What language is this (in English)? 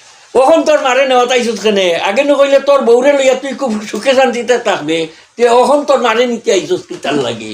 Sylheti